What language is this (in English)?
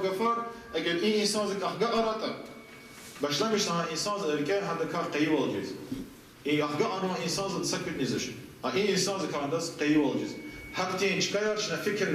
Lezghian